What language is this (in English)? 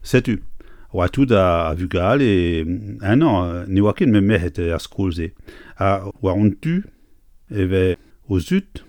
Breton